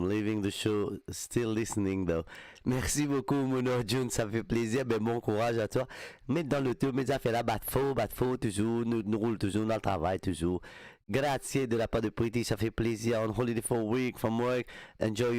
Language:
Morisyen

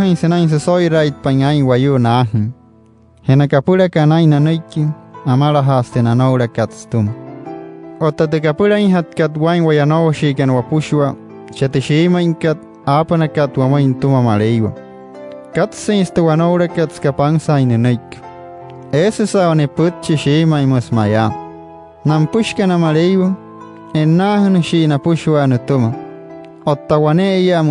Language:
Wayuu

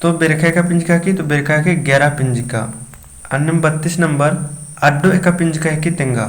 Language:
Kurukh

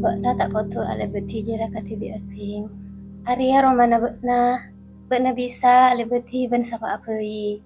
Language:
Madurese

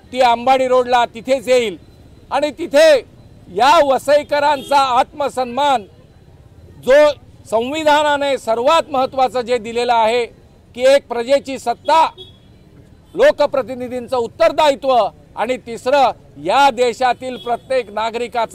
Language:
Marathi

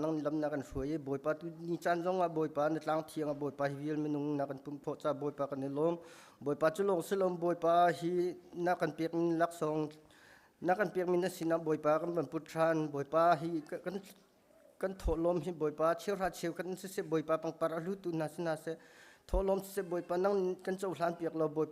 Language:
Hakha Chin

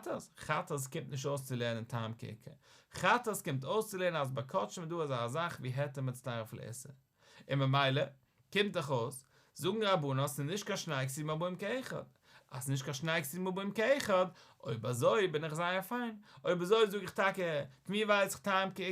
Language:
Yiddish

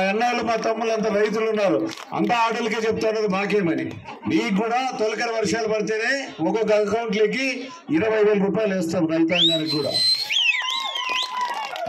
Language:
Telugu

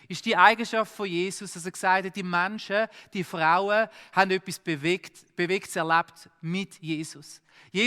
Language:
Swiss German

